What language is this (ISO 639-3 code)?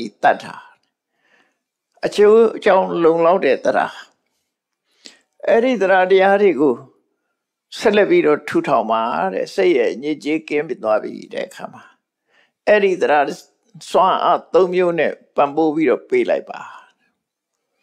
mya